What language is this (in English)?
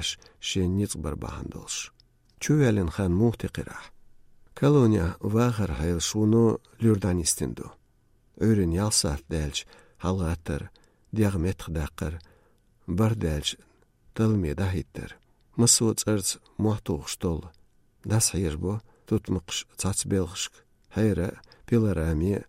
Chechen